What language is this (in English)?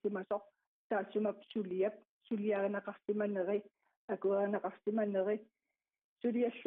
Kalaallisut